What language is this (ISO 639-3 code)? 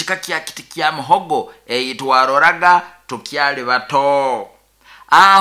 nyo